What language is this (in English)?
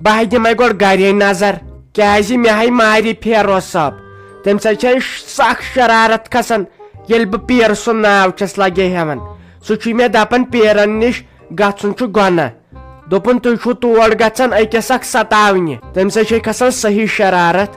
Kashmiri